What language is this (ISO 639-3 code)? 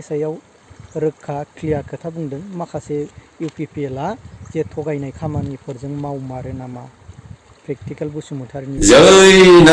brx